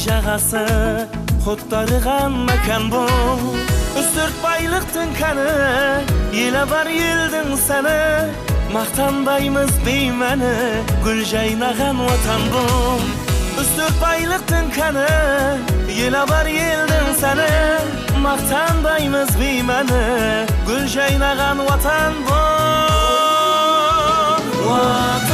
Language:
Kara-Kalpak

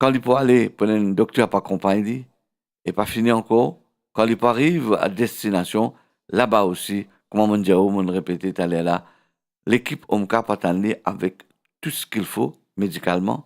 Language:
Morisyen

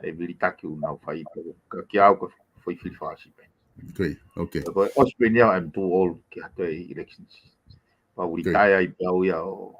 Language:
Tongan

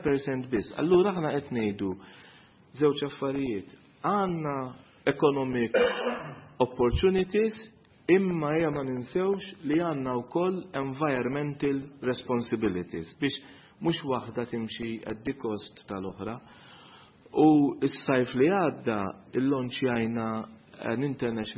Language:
Maltese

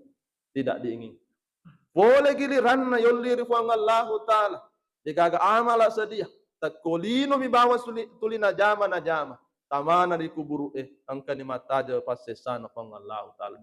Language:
Buginese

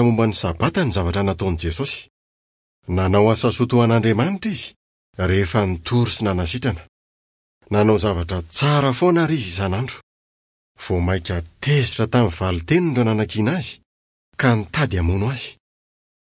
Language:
Malagasy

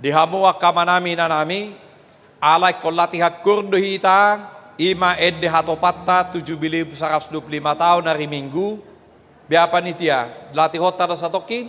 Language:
Batak Toba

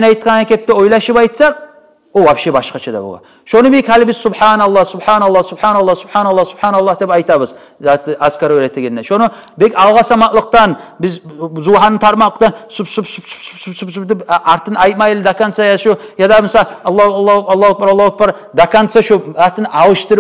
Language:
Kumyk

